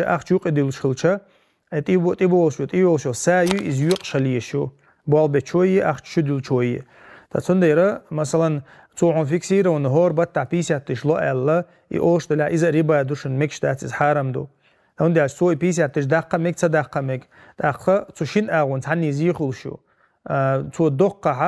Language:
Chechen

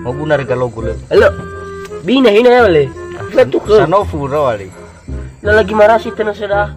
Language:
Nias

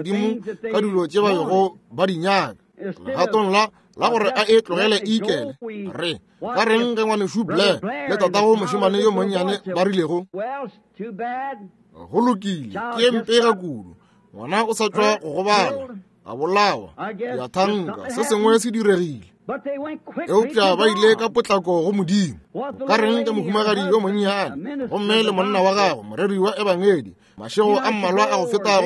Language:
Northern Sotho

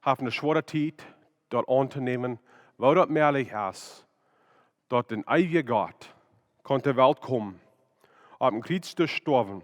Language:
Plautdietsch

